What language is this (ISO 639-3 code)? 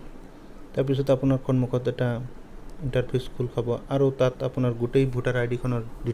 asm